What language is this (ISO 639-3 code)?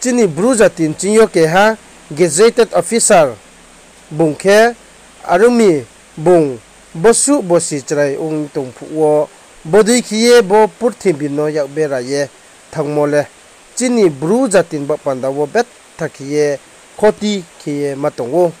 ria